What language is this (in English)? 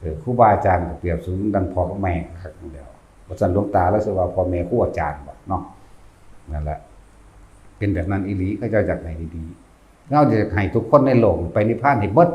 Northeastern Thai